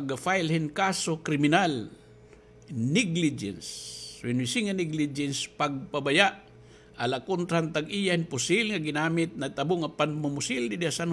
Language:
Waray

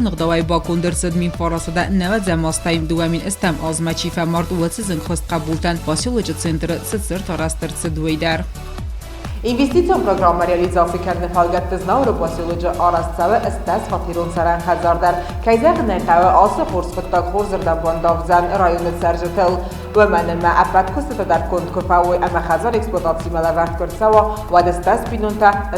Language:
Ossetic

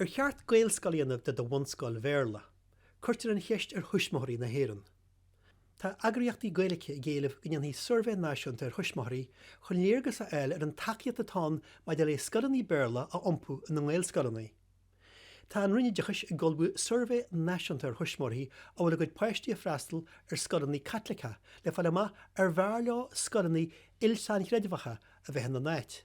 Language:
Irish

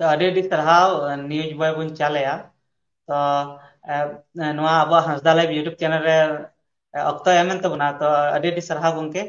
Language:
Santali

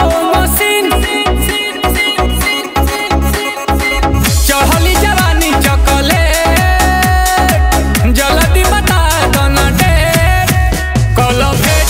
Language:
Bhojpuri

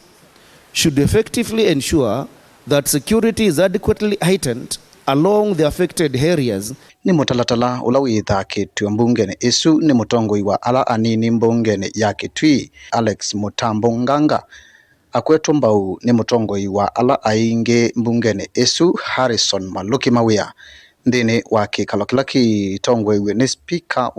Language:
Kamba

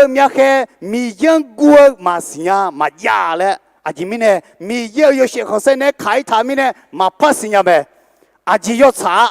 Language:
Akha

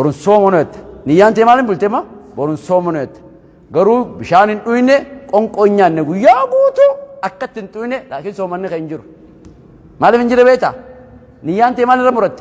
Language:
Oromo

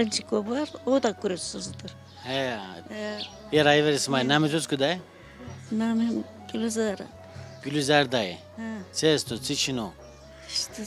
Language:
Zaza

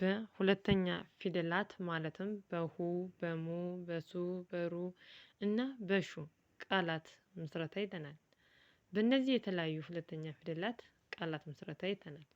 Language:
Amharic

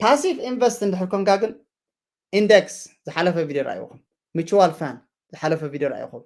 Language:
Tigrinya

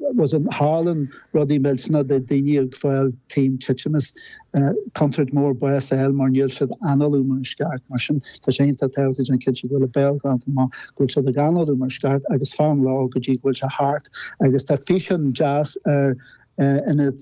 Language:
Irish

